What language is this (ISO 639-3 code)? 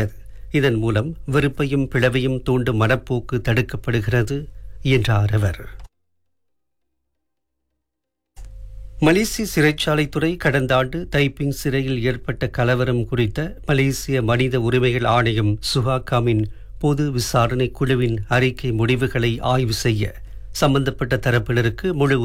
tam